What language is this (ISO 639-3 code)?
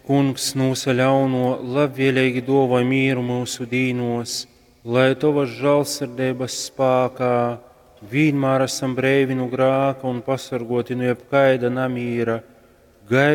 ltg